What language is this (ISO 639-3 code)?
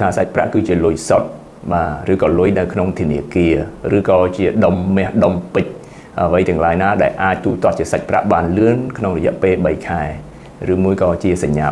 khm